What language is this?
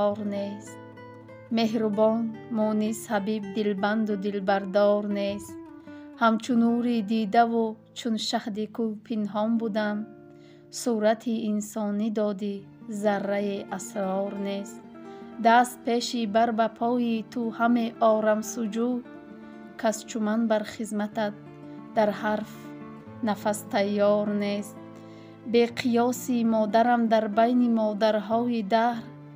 Tajik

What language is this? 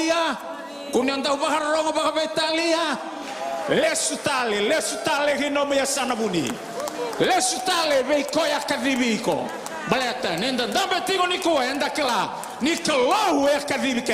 Fijian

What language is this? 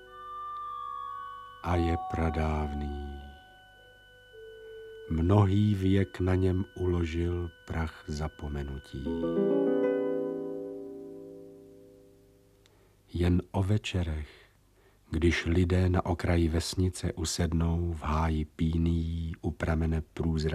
Czech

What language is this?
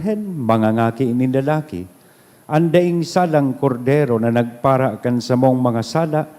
Bikol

